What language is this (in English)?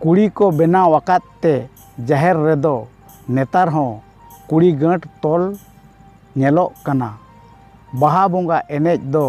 Santali